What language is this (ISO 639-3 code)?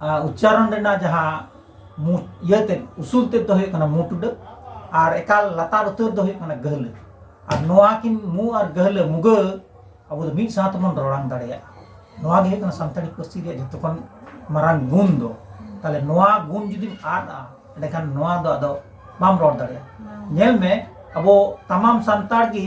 sat